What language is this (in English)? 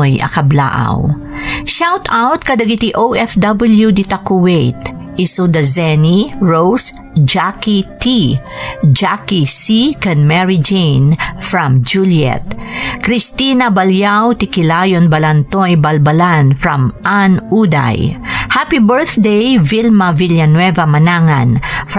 Iloko